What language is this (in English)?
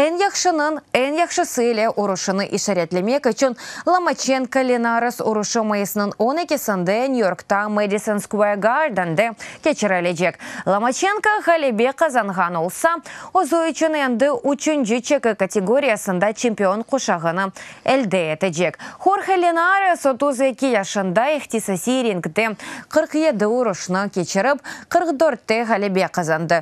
Crimean Tatar